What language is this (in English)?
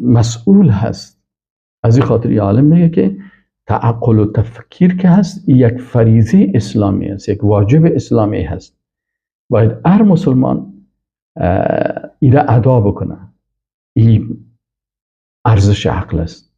Persian